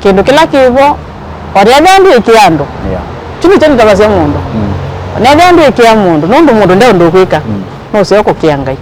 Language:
Kamba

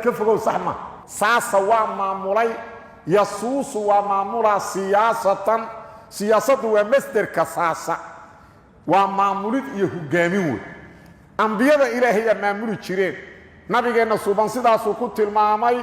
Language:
Somali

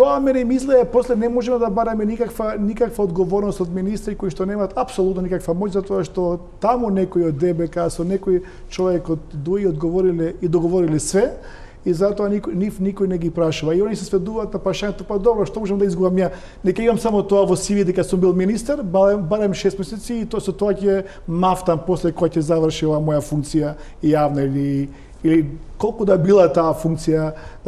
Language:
Macedonian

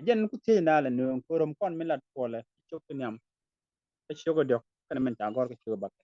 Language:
Nuer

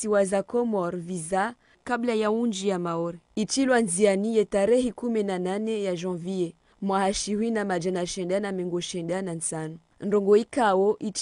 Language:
Ngazidja Comorian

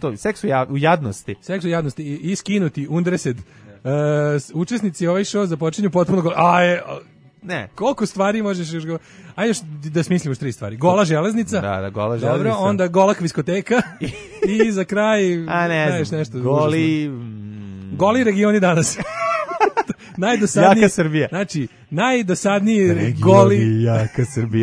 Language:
Serbian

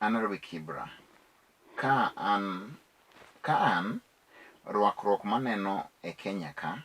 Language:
Luo (Kenya and Tanzania)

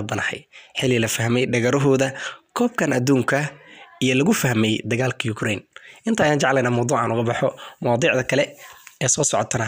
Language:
Somali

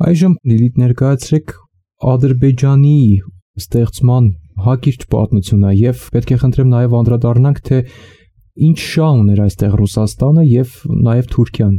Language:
Armenian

